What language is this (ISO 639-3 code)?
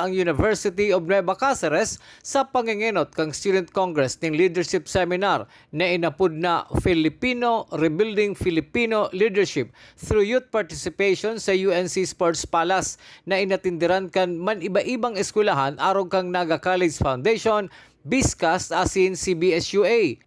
bik